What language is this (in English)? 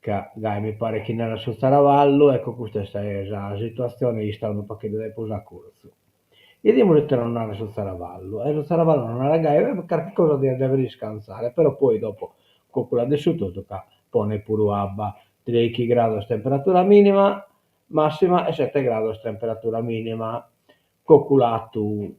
Sardinian